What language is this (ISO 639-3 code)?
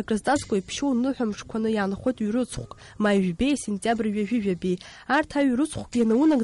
abk